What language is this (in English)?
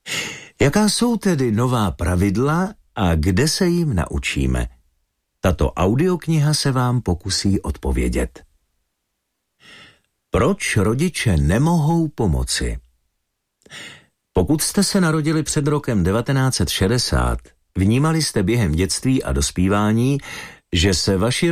Czech